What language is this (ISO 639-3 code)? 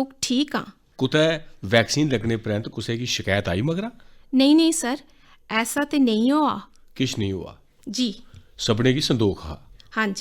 doi